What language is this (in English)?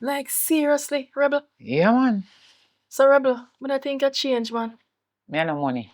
Jamaican Creole English